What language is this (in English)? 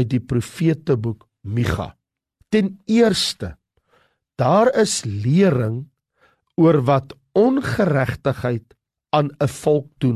Afrikaans